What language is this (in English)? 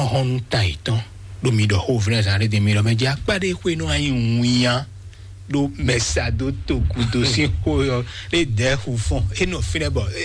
Fon